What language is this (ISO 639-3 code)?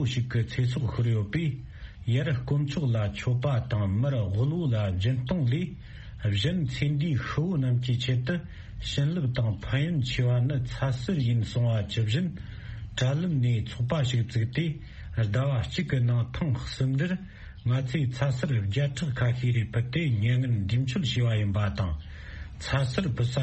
bod